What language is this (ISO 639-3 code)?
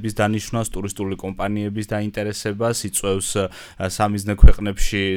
kat